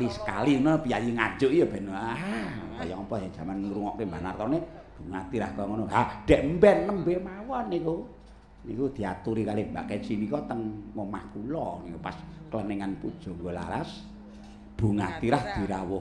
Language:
Javanese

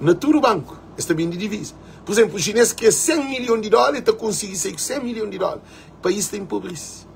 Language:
Kabuverdianu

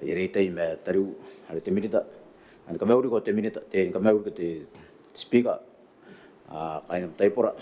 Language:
Gilbertese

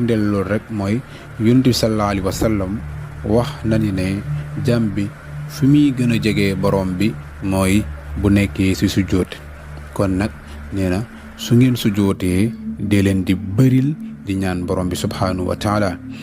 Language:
Wolof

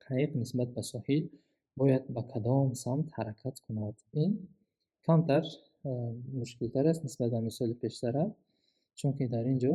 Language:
Tajik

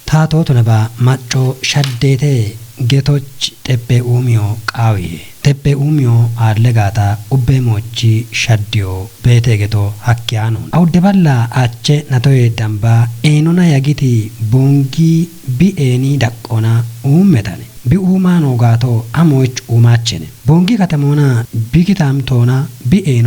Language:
Kafa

